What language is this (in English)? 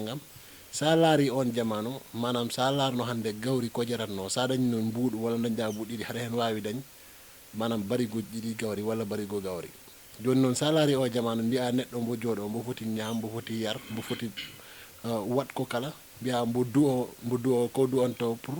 Fula